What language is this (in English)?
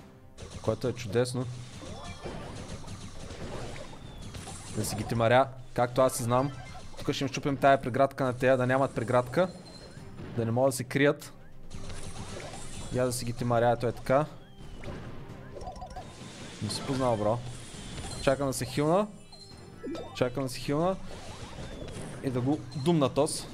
Bulgarian